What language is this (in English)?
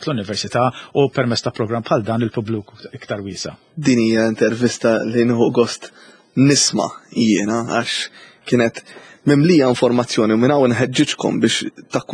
Maltese